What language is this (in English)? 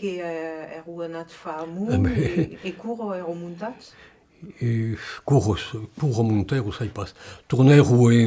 Occitan